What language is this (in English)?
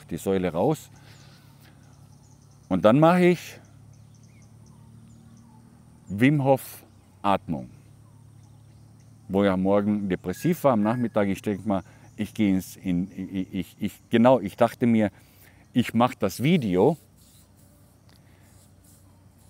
German